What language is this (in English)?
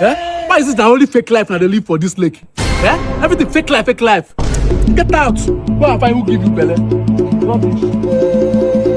Nigerian Pidgin